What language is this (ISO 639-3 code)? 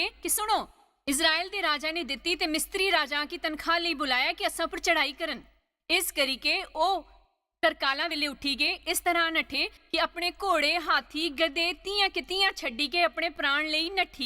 doi